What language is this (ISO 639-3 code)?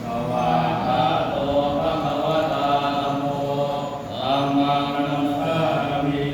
pli